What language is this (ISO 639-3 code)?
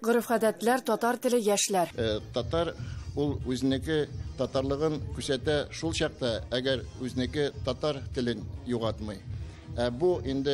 tat